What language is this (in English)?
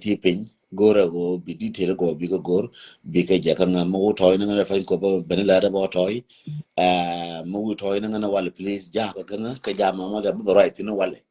Nuer